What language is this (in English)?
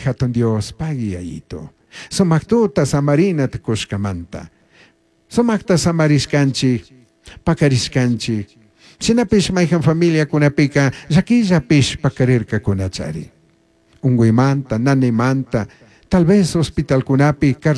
Chimborazo Highland Quichua